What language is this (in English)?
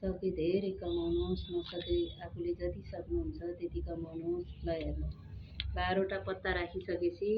Nepali